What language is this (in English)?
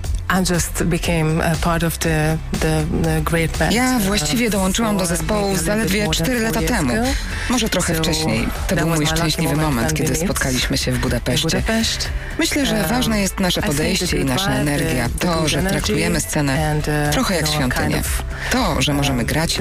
Polish